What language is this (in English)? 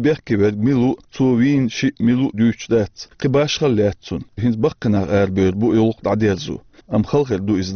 Chechen